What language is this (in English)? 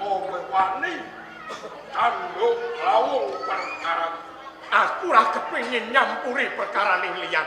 Javanese